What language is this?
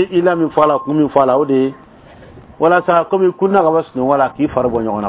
Bambara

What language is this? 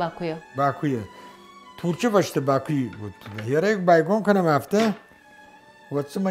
Ossetic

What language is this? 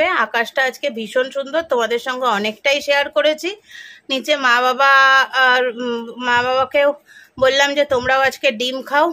Bangla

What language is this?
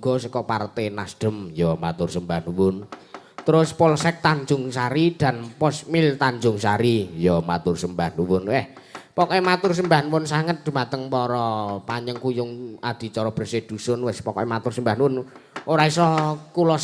Javanese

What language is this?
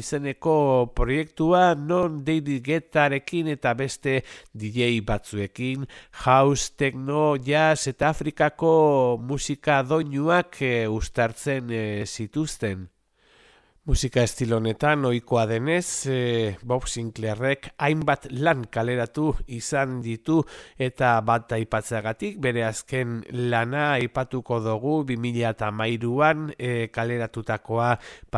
Basque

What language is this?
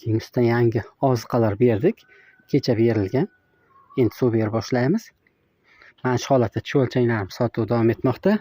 Uzbek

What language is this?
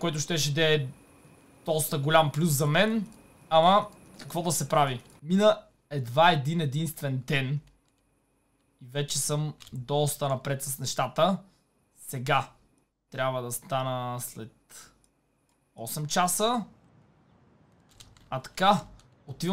Bulgarian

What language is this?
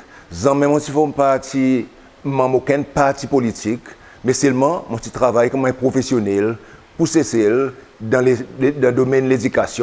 Seselwa Creole French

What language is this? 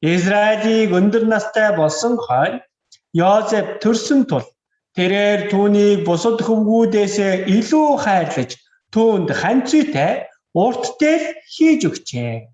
Mongolian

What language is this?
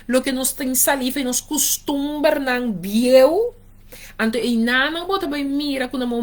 Papiamento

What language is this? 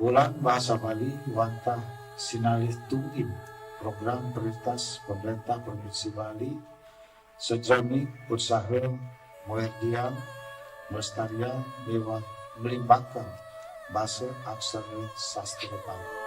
Balinese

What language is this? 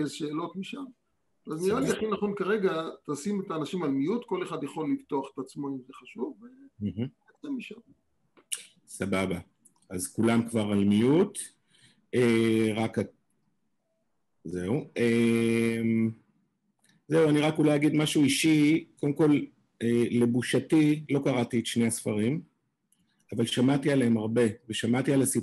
Hebrew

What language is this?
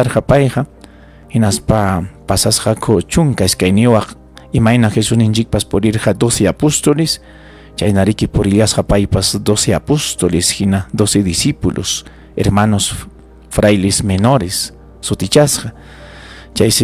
Ayacucho Quechua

